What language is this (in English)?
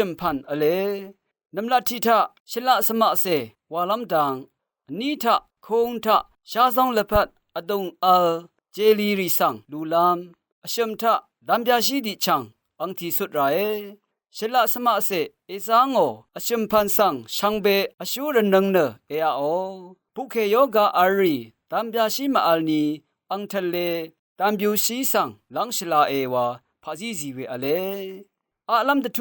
Rawang